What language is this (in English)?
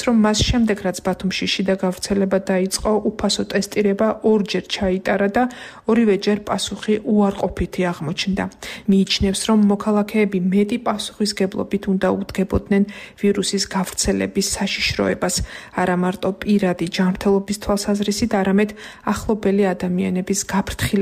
Georgian